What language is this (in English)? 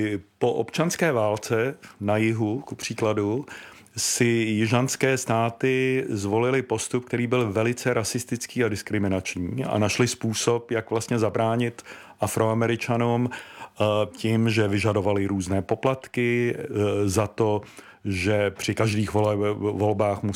Czech